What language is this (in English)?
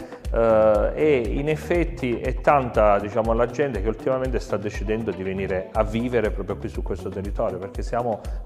Italian